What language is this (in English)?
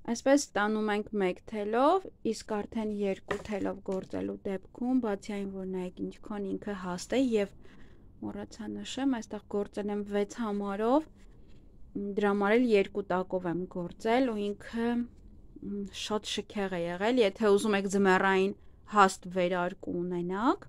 Armenian